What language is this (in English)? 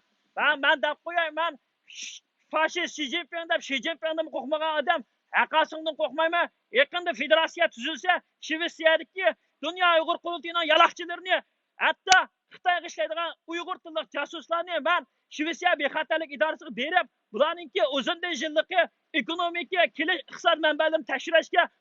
Uyghur